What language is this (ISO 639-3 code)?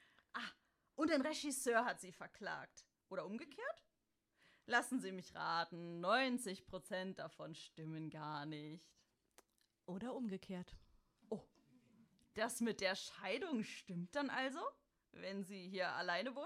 deu